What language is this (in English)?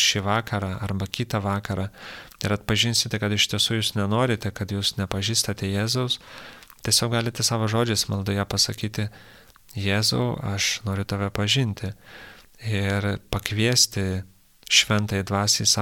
Lithuanian